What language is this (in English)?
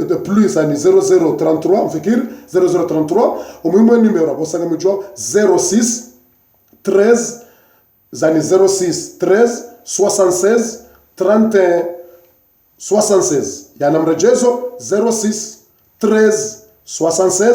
Ngazidja Comorian